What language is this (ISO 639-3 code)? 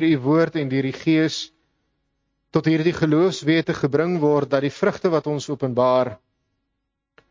afr